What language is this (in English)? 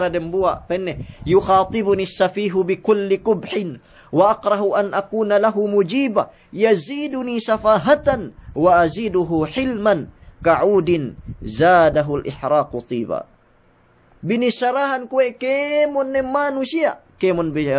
Yakan